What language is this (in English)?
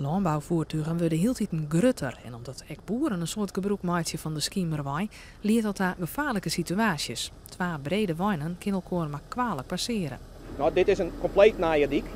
Western Frisian